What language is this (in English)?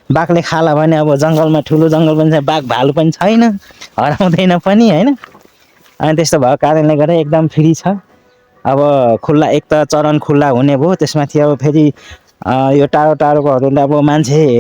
Nepali